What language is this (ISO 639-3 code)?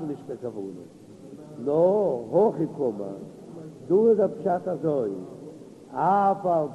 yid